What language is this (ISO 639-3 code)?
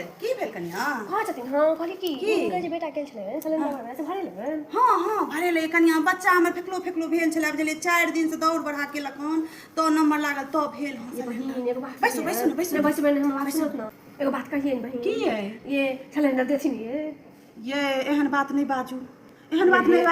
mai